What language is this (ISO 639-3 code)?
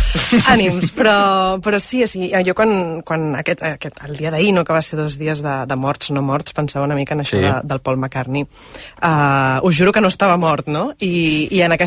cat